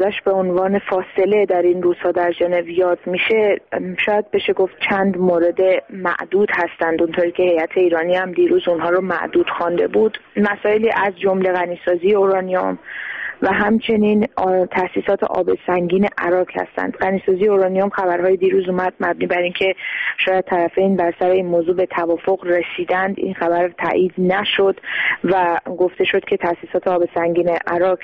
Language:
Persian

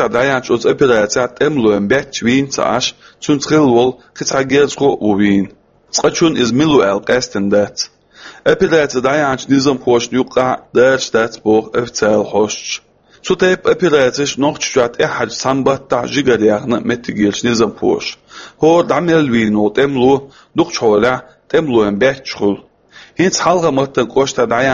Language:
Chechen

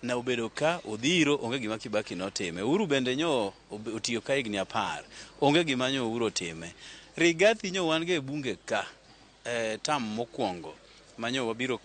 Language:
Luo (Kenya and Tanzania)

